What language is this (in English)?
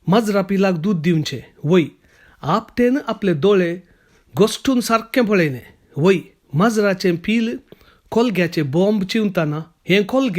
Konkani